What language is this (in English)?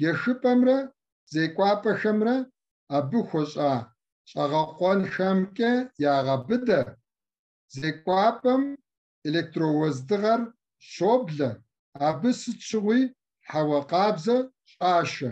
Kabardian